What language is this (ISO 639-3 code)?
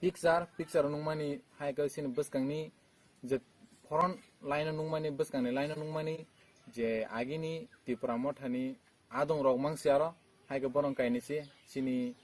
trp